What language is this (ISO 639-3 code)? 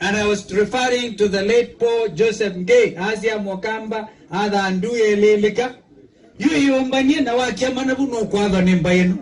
kam